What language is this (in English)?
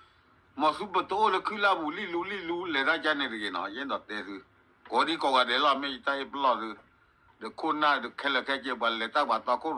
S'gaw Karen